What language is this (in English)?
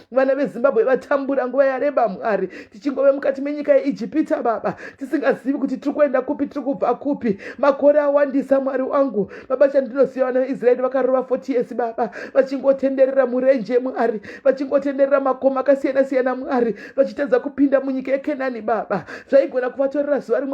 Shona